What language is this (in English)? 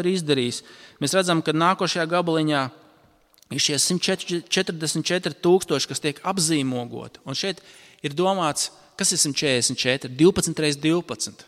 Latvian